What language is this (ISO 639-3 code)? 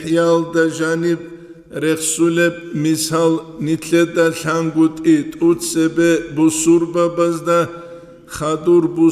ava